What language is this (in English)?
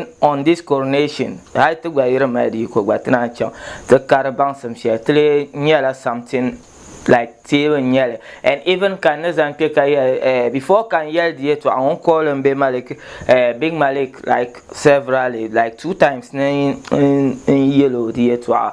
Dagbani